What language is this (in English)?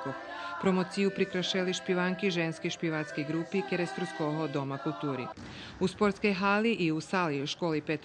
Rusyn